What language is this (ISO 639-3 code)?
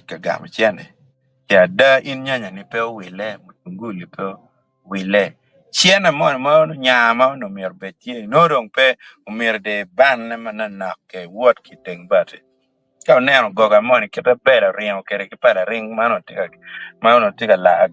ach